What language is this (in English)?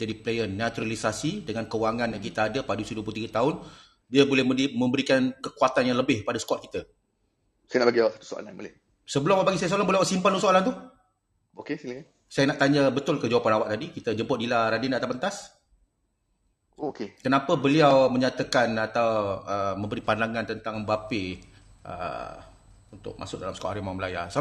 Malay